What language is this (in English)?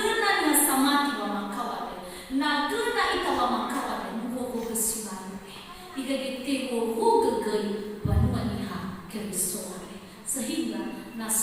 Nias